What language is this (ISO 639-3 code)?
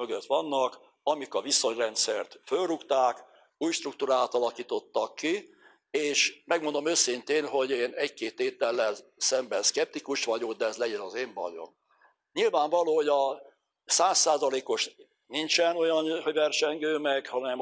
hun